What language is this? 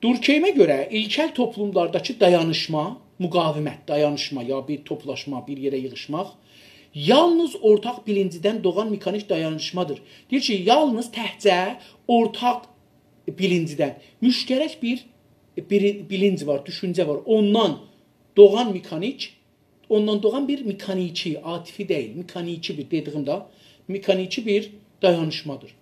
South Azerbaijani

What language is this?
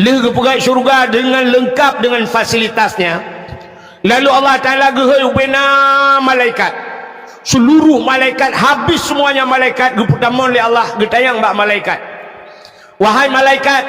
Achinese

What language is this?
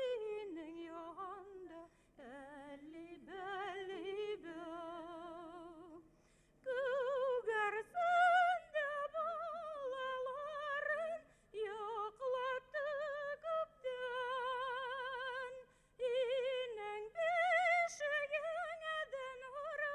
Bashkir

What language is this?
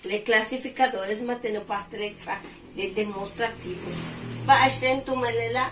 Yucateco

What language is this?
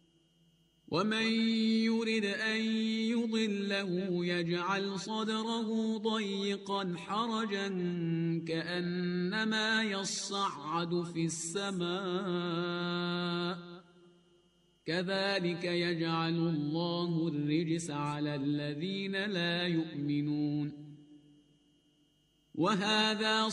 Arabic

